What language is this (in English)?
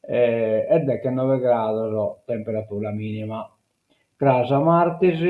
Sardinian